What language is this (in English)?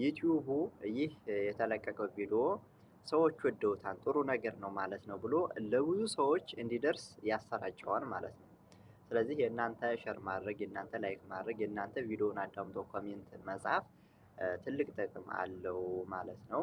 Amharic